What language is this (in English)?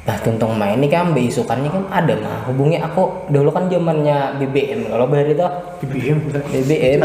Banjar